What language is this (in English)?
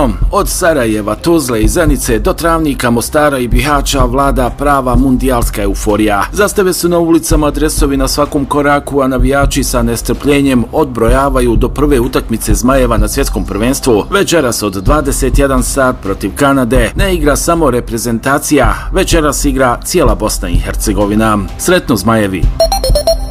Bosnian